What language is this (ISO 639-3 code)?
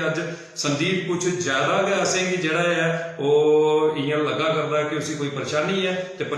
doi